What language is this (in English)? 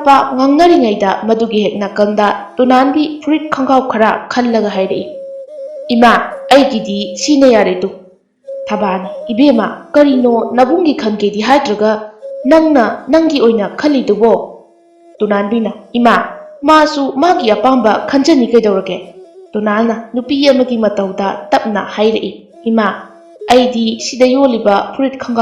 Manipuri